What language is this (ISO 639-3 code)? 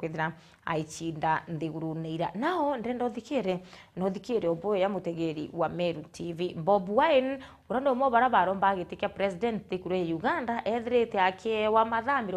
mer